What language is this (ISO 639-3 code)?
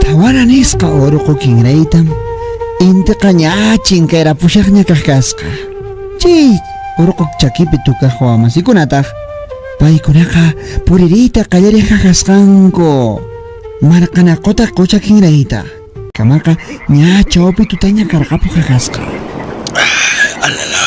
que